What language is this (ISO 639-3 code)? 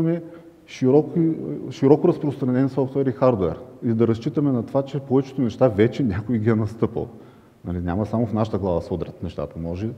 bul